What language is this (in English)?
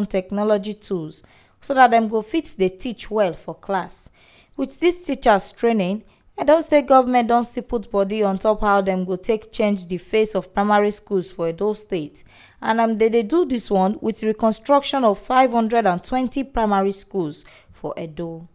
Nigerian Pidgin